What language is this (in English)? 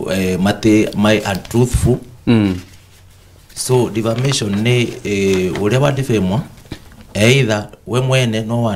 Kikuyu